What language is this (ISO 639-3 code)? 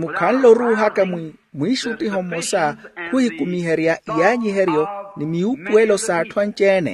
vmw